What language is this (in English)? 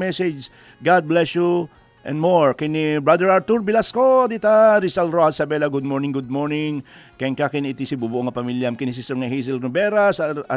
Iloko